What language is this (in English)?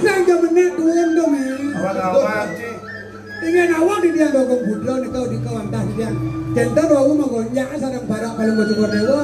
Balinese